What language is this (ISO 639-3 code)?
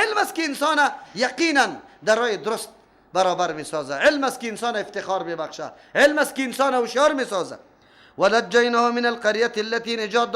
fas